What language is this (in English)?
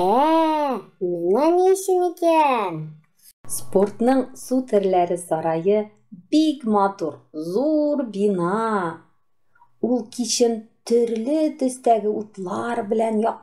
Tatar